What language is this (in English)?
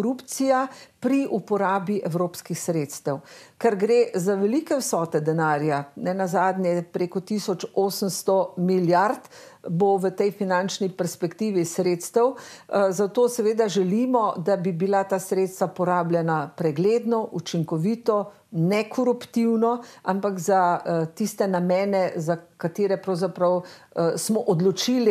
Slovenian